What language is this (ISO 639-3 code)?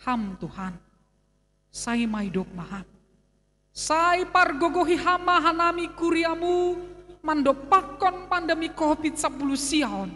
bts